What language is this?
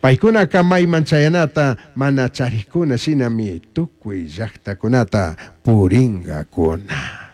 Chimborazo Highland Quichua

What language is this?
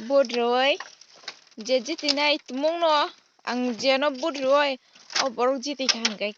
Kok Borok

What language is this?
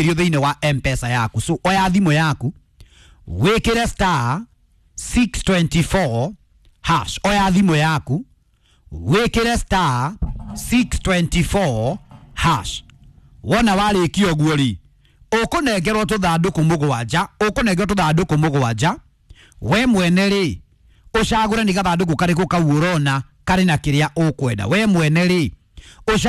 Kikuyu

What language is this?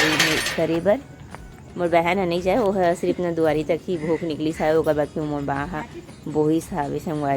Chhattisgarhi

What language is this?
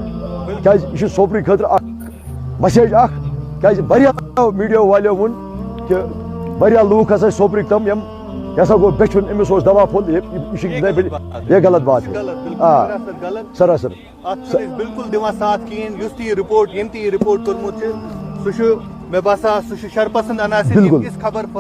Kashmiri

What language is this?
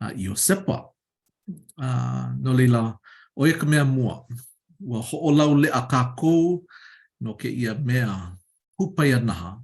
Hawaiian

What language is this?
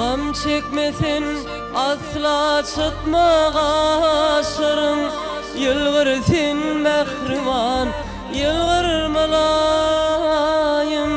Turkmen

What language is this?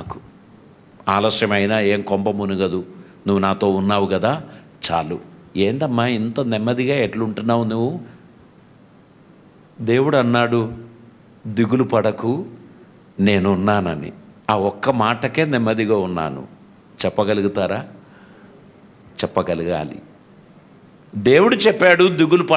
Telugu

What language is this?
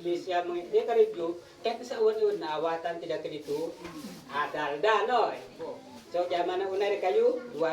Isnag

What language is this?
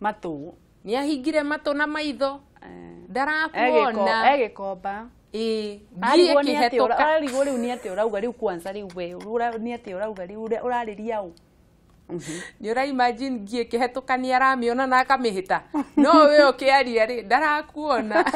Kikuyu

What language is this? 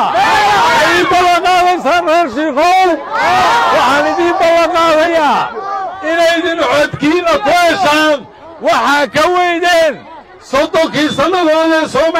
Somali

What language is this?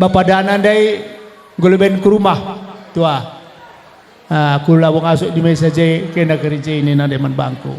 Batak Karo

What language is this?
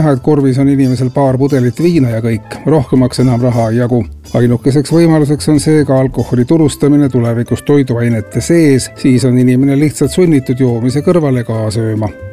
Estonian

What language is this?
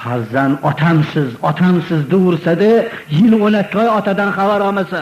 Uzbek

